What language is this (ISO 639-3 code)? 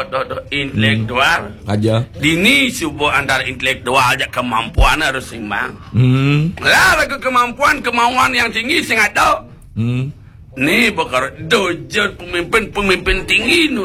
ban